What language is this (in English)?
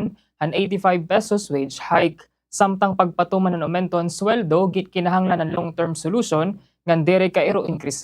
Waray